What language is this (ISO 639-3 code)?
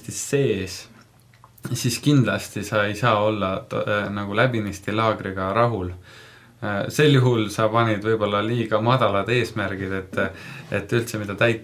est